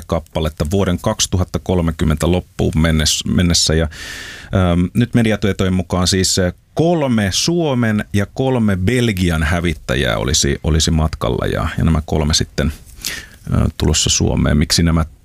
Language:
Finnish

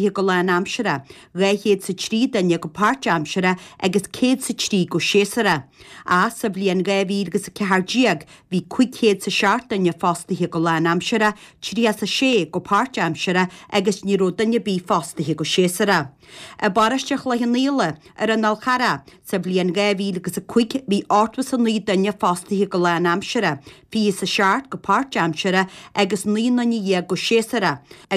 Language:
Irish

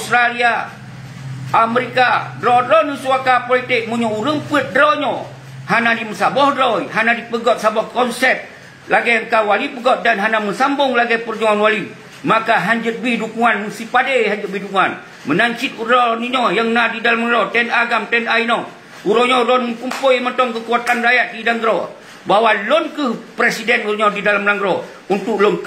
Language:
Achinese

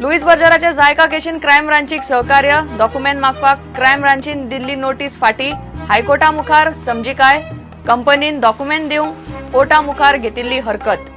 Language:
Konkani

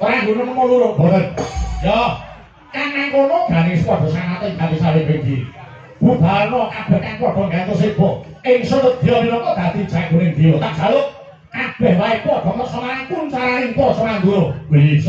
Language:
Javanese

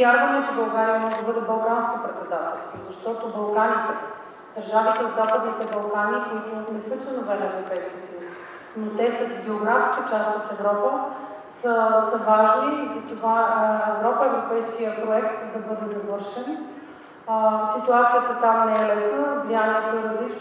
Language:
Bulgarian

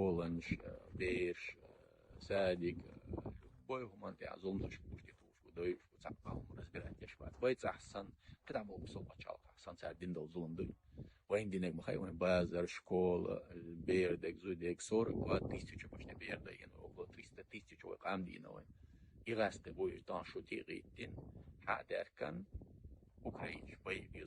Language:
Chechen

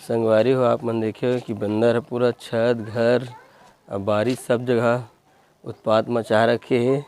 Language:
Chhattisgarhi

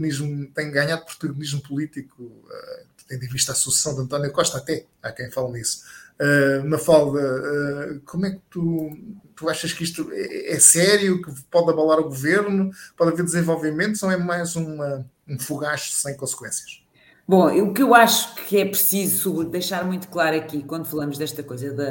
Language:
Portuguese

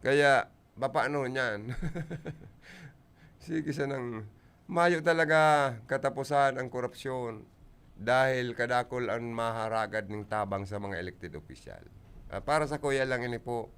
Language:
Bikol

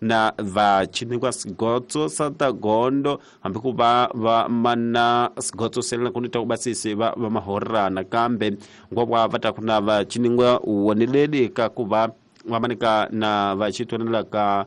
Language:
Tsonga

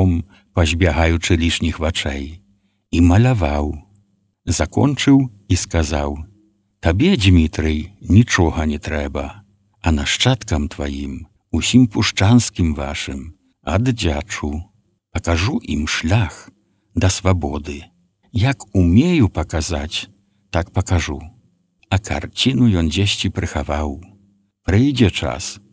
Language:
Belarusian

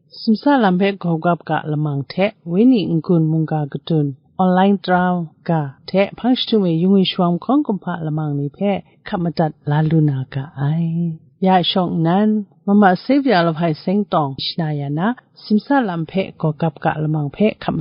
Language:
Kachin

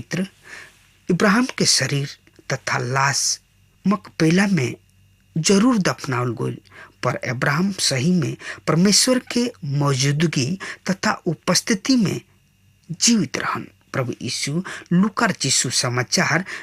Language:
Bhojpuri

